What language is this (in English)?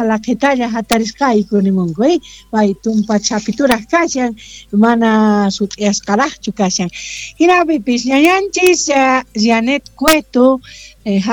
South Bolivian Quechua